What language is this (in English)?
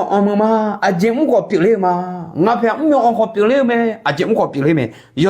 Akha